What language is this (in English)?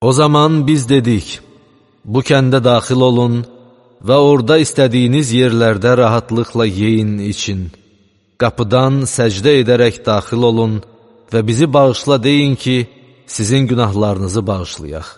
Azerbaijani